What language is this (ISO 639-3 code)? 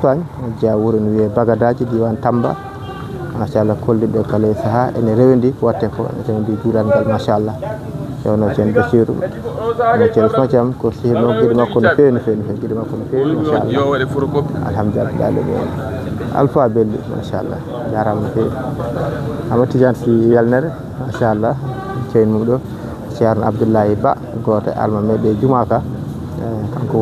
ful